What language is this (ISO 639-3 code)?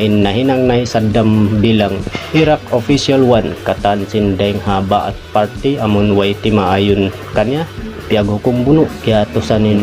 tsg